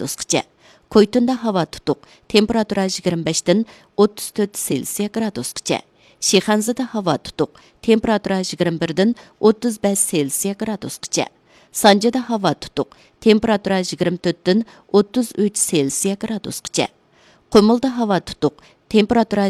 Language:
Uyghur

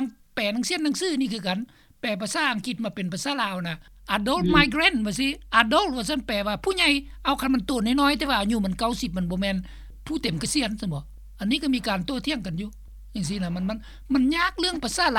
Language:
Lao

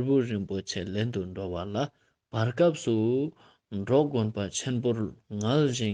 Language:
Ladakhi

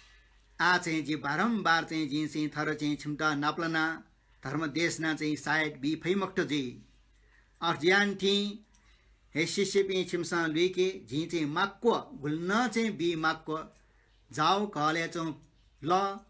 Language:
Newari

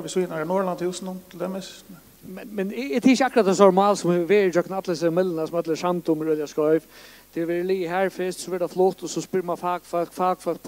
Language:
Faroese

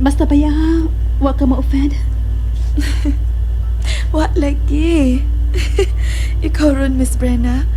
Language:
Cebuano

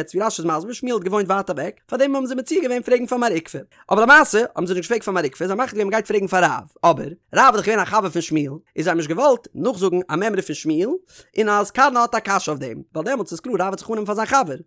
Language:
Yiddish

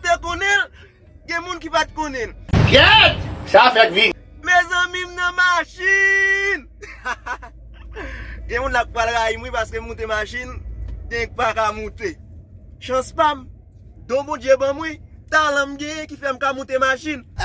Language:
Haitian Creole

